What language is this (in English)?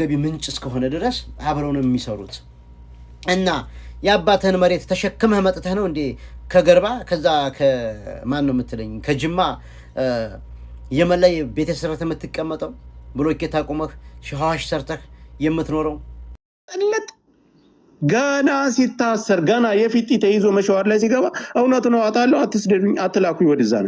Amharic